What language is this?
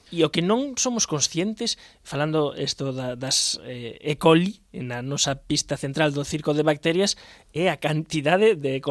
Galician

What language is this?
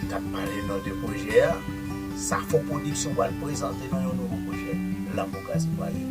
Haitian Creole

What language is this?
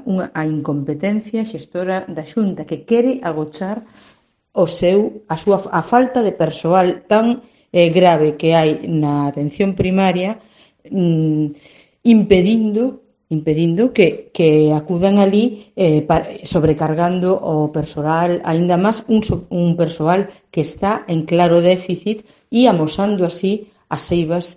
Galician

